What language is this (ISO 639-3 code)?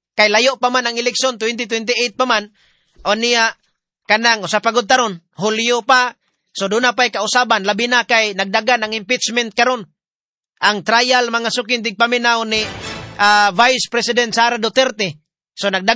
ceb